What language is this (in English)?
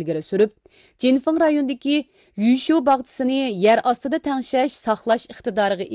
Uyghur